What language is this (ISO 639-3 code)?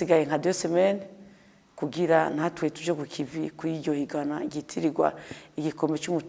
run